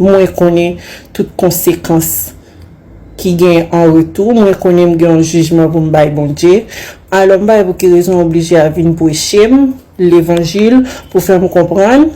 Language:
Haitian Creole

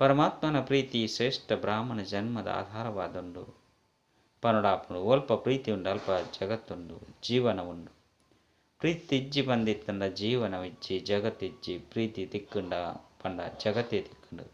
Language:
Tulu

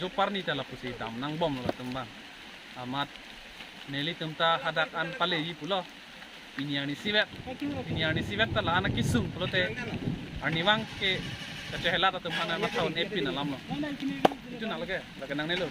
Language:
Karbi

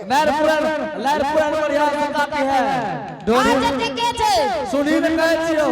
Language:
Angika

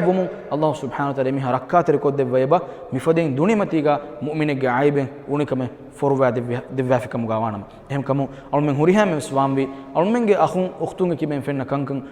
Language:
Divehi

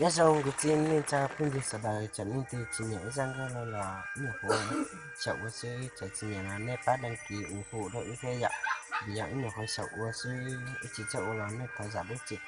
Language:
Hmong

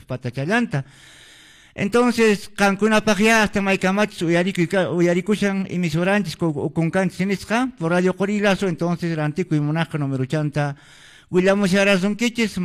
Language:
Quechua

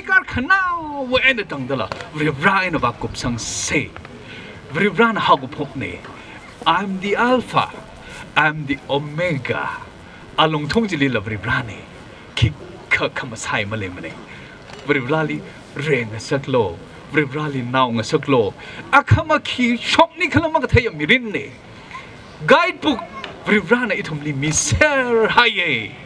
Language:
Tangkhul Naga (India)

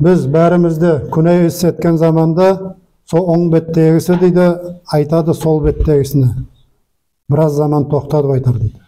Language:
Nogai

